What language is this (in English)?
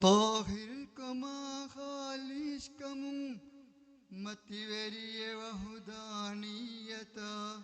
Divehi